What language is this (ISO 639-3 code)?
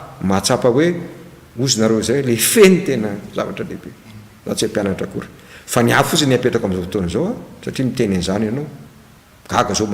mlg